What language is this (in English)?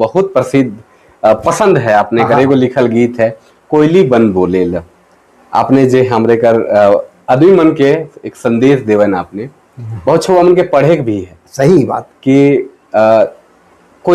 Sadri